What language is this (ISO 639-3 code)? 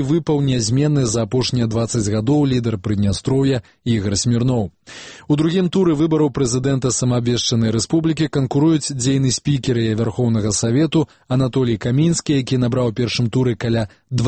bel